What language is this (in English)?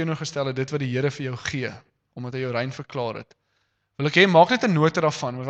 Afrikaans